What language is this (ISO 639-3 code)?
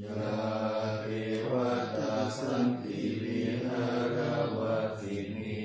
pli